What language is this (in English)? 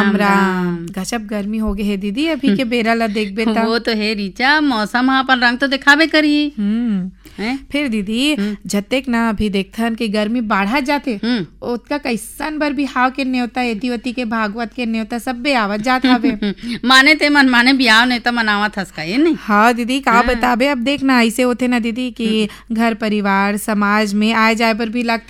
Chhattisgarhi